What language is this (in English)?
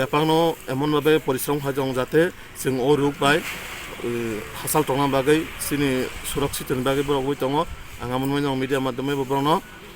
Kok Borok